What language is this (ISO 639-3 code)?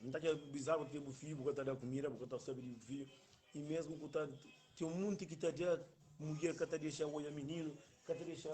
kea